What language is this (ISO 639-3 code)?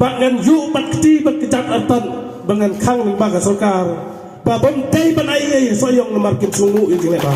kha